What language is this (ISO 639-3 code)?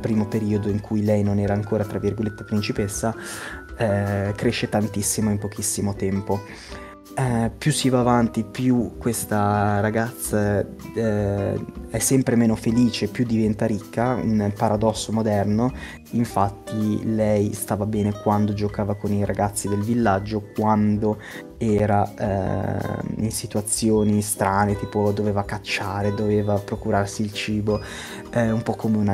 ita